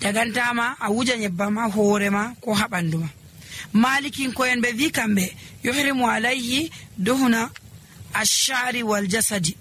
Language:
Nigerian Fulfulde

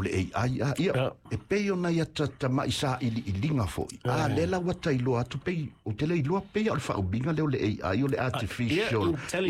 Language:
Samoan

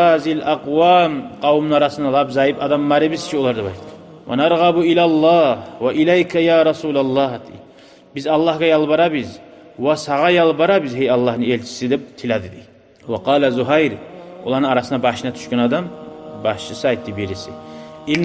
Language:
Kumyk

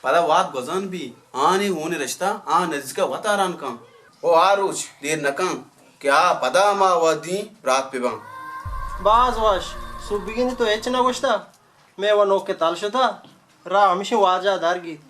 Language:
Baluchi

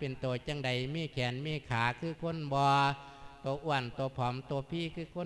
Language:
Lao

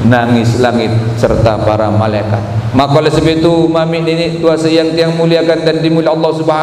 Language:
Sasak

